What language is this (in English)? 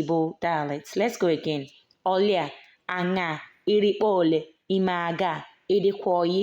Igbo